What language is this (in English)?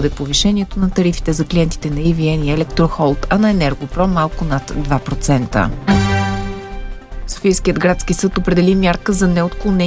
Bulgarian